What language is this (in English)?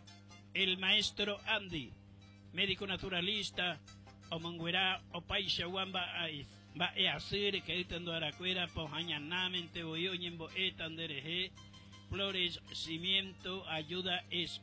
Guarani